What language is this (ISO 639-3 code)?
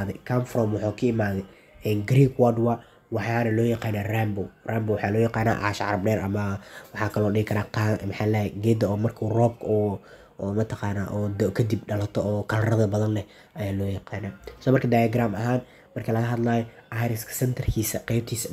som